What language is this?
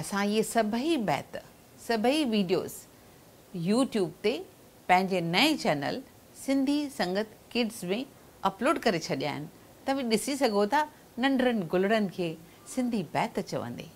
Sindhi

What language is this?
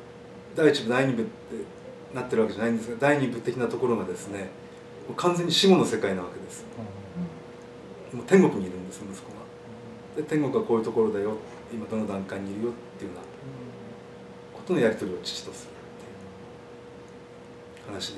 Japanese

